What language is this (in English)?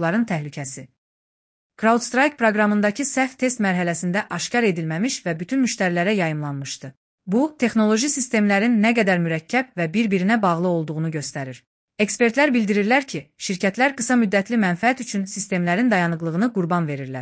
Azerbaijani